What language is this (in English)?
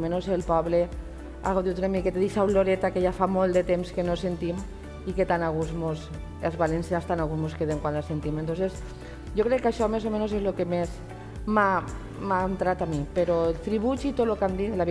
Catalan